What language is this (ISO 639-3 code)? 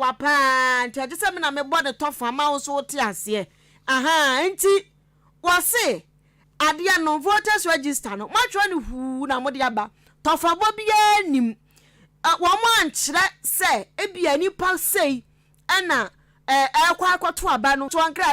aka